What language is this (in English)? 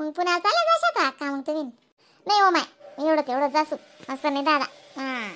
Khandesi